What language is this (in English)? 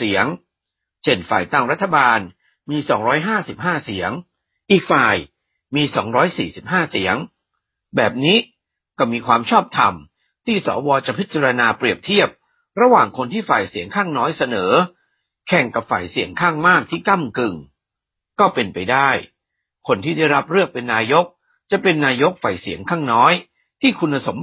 Thai